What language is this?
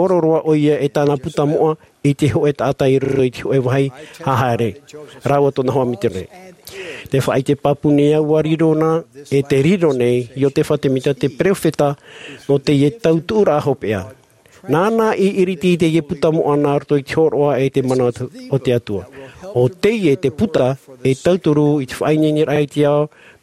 Tahitian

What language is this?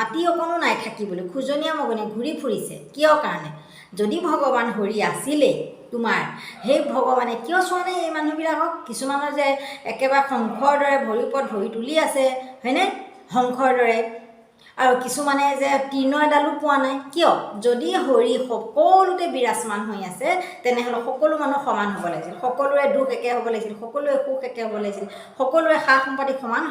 Assamese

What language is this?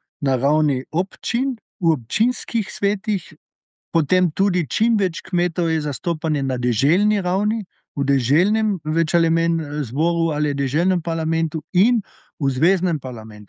Slovenian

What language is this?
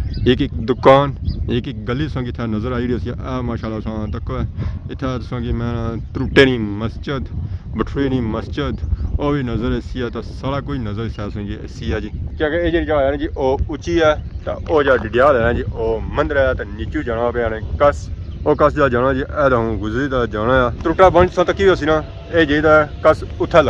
Pahari-Potwari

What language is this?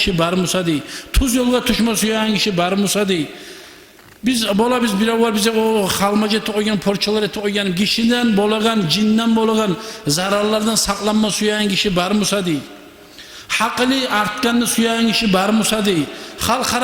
Kumyk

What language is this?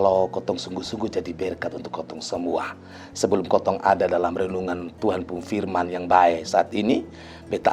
Kupang Malay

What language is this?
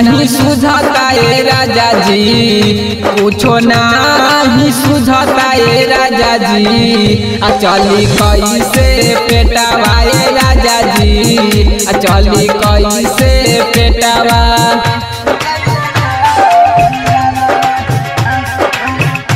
Bhojpuri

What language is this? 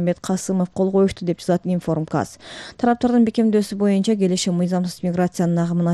Kyrgyz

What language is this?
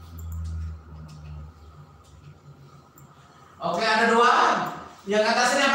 Indonesian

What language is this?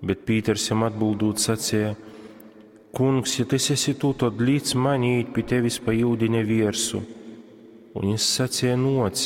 Latgalian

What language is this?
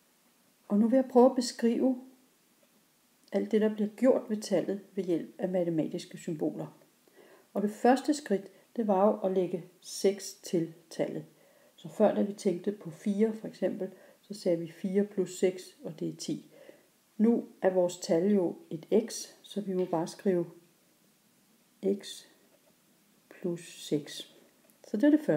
Danish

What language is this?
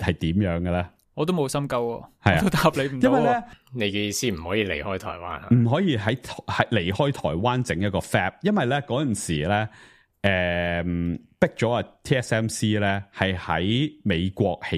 Cantonese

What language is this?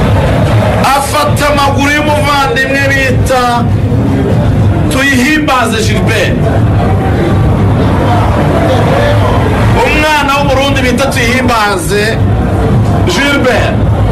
Kinyarwanda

